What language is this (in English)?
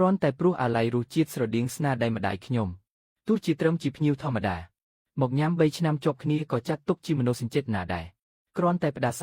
Khmer